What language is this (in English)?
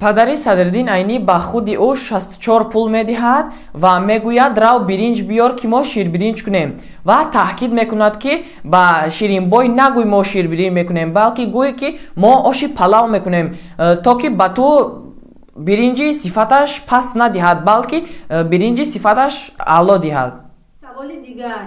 Tajik